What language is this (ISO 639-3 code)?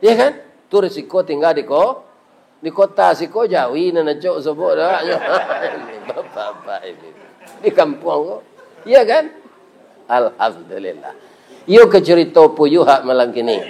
min